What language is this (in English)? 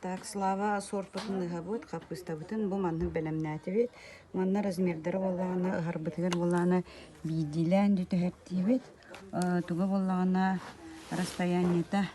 Yakut